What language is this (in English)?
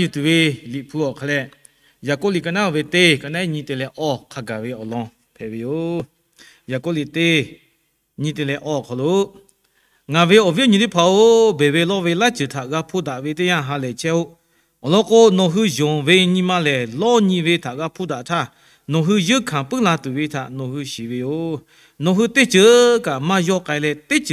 Lahu